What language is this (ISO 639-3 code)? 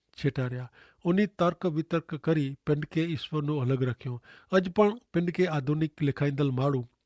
kfr